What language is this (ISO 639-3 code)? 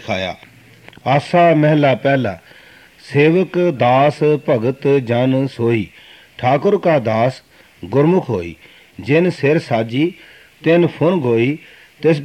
pan